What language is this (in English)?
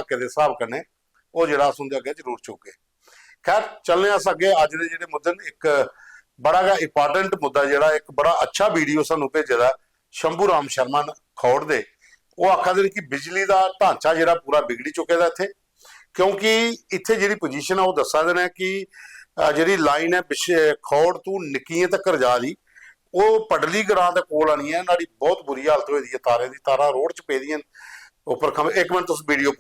Dogri